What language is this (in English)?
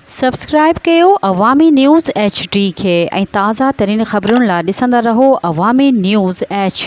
Sindhi